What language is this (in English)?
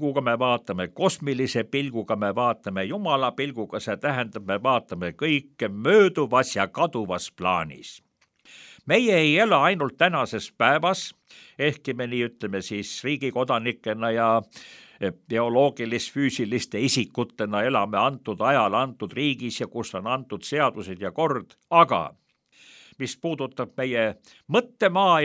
Estonian